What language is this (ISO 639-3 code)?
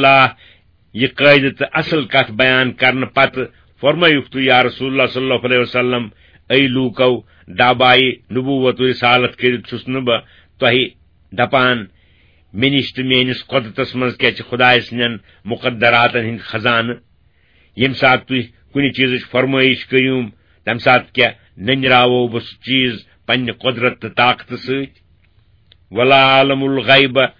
kas